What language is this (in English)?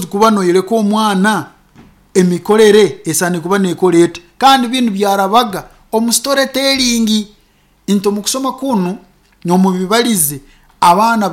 Nyankole